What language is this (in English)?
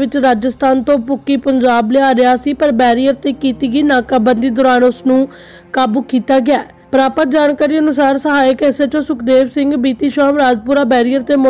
Punjabi